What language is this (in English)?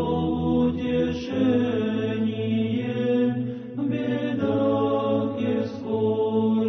Serbian